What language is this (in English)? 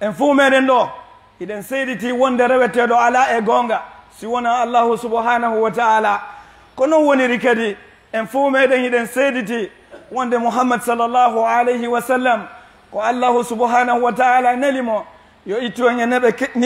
Fula